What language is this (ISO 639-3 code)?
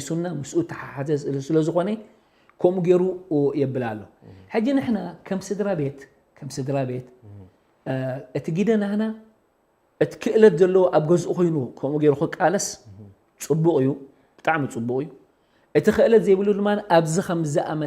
tir